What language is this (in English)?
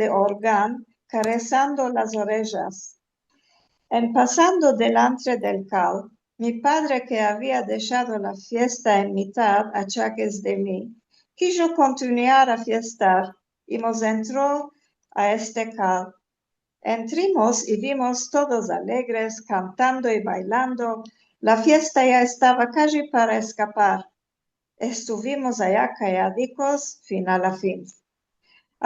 Ladino